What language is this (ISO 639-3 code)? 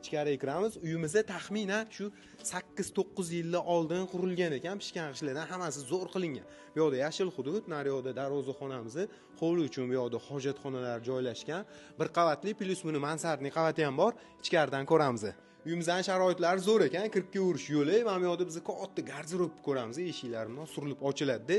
uzb